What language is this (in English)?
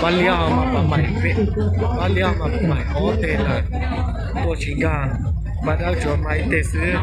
Hmong